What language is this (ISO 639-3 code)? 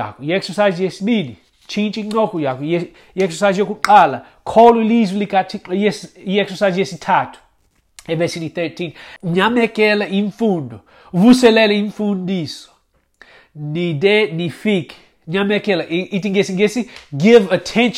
xho